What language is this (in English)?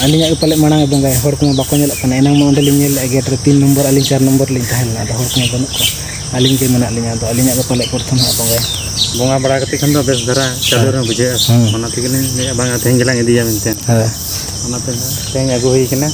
Santali